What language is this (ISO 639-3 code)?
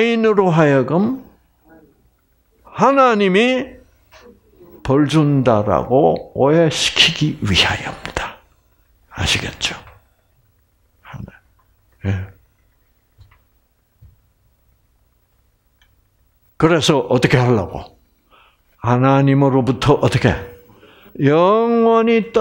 kor